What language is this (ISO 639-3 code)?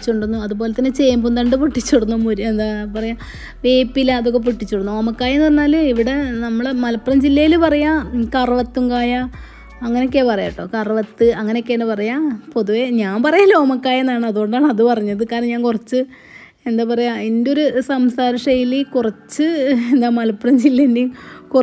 mal